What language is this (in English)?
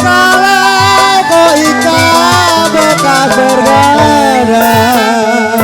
Betawi